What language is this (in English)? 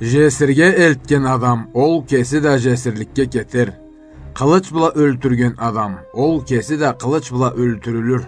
Karachay-Balkar